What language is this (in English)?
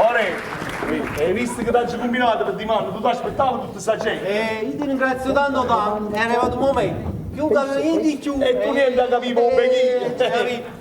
Neapolitan